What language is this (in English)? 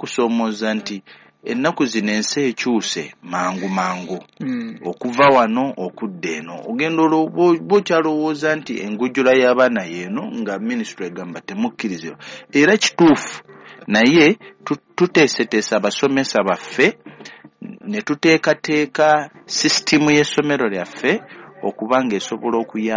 Ganda